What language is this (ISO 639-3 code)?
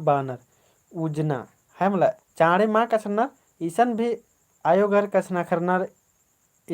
kru